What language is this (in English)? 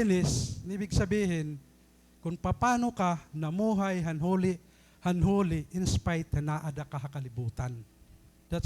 Waray